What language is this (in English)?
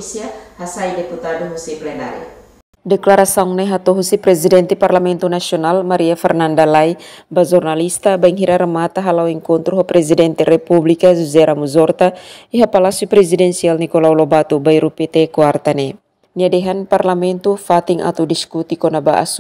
Tetum